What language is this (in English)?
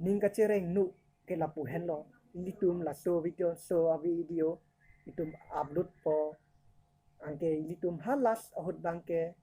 Karbi